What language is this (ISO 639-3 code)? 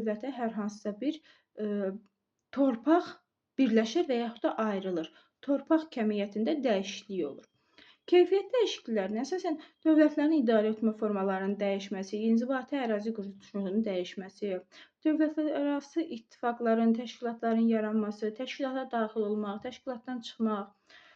aze